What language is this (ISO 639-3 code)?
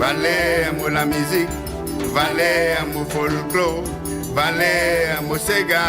mfe